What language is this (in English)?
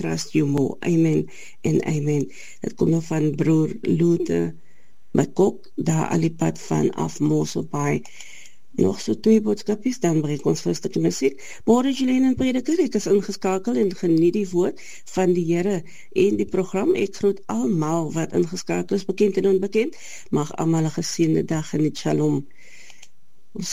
Afrikaans